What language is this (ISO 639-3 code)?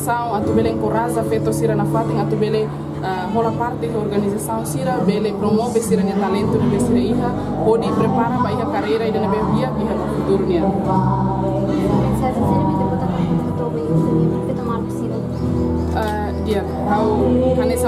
tet